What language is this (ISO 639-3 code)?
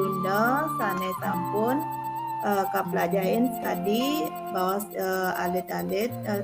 ban